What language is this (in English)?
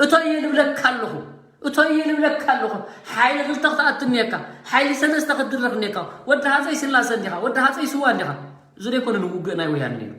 Tigrinya